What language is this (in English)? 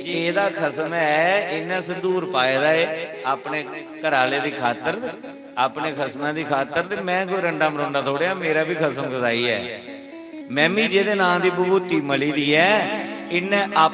Dogri